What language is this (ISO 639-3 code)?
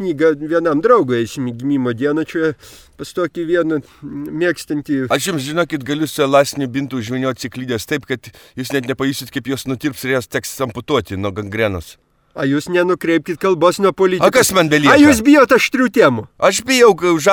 lit